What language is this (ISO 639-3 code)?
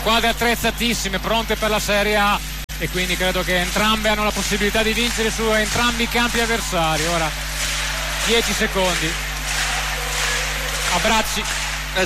ita